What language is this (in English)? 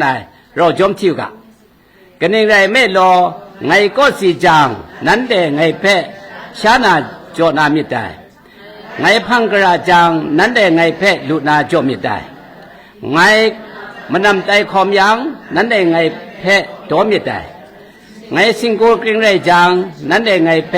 Kachin